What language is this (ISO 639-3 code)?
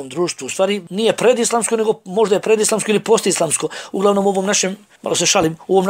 bos